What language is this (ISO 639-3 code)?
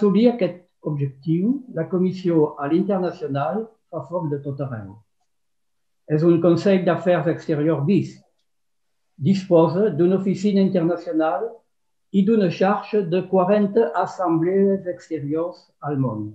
cat